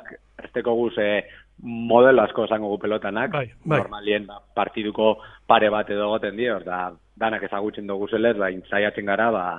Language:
Basque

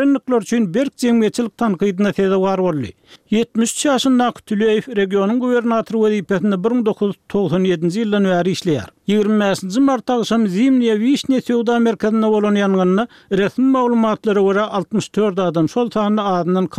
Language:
Turkmen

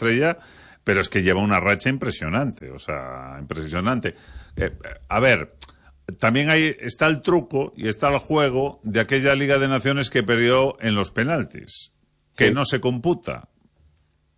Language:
Spanish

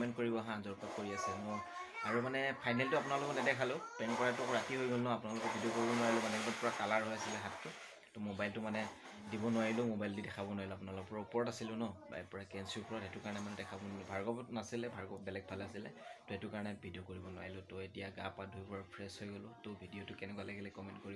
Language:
Assamese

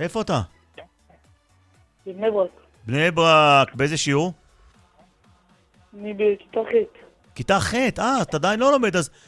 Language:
Hebrew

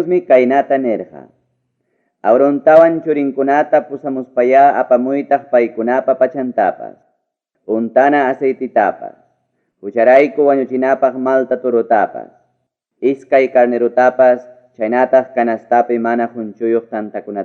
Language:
Ayacucho Quechua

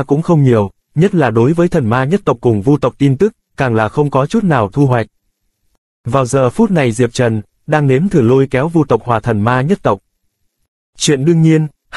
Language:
Vietnamese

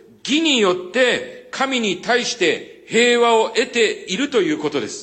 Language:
Japanese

